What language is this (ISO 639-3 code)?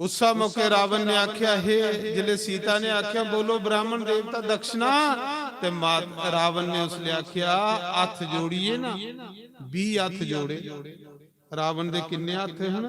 doi